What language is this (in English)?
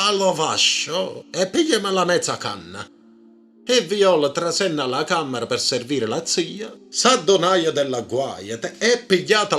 Neapolitan